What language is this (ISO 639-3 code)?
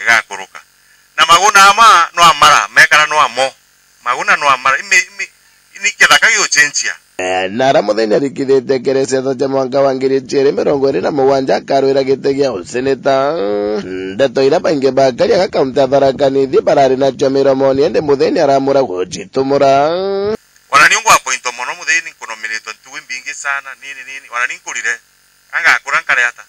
mer